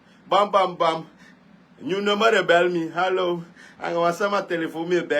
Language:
Sranan Tongo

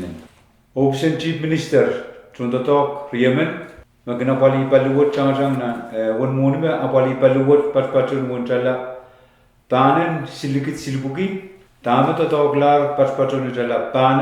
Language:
Pohnpeian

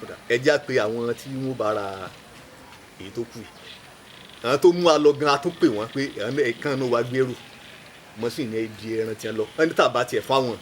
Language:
Yoruba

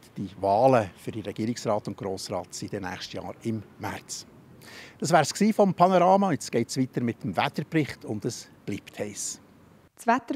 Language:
Swiss German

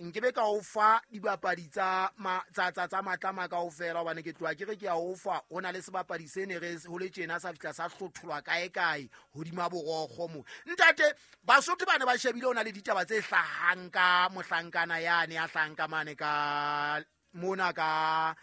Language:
Southern Sotho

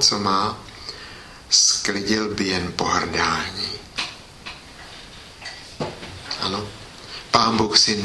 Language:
Czech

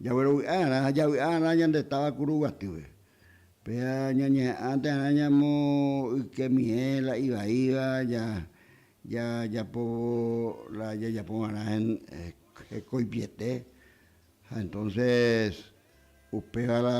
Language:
Guarani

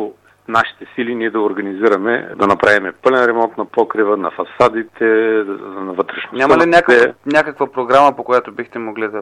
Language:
Bulgarian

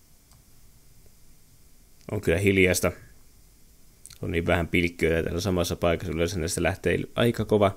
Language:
Finnish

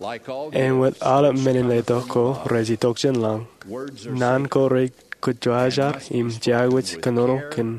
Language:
Marshallese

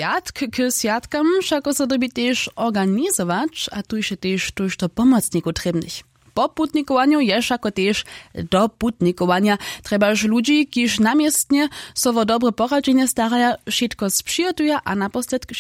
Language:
Upper Sorbian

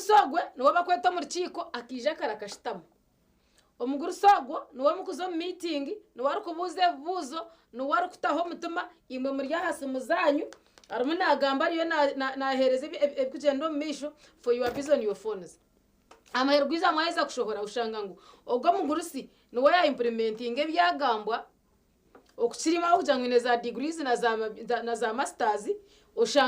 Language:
Nyankole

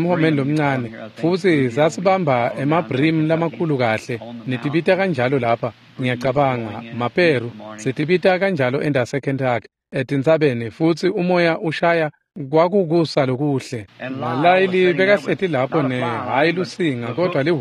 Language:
Swati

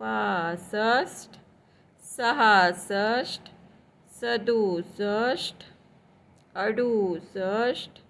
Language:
Konkani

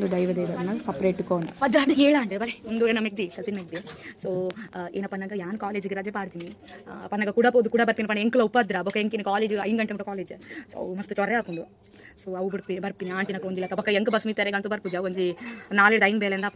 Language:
Tulu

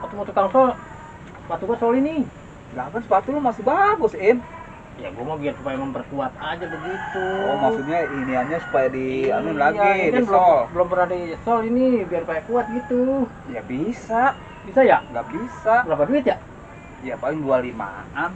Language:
Betawi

